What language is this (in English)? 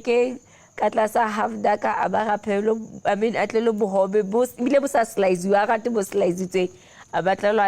Southern Sotho